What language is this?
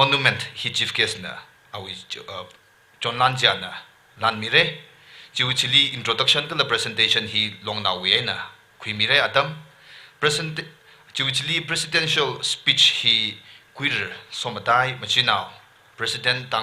Tangkhul Naga (India)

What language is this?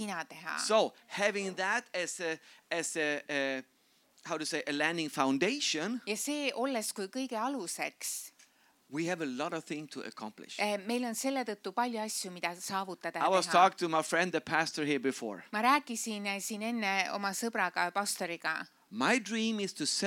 Estonian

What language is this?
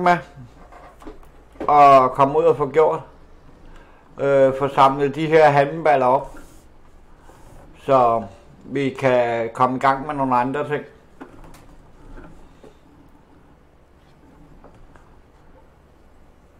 Danish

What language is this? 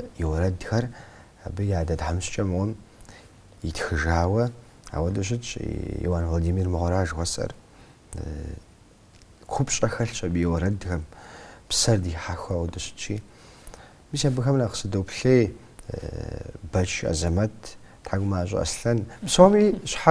Kabardian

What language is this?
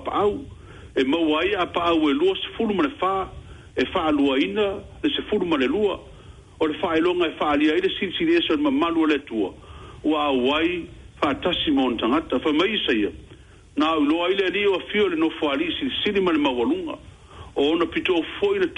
Samoan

